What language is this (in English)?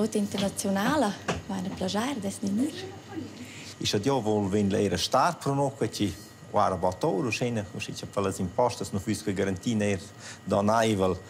Romansh